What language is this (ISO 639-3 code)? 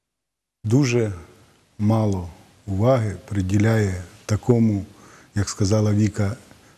ukr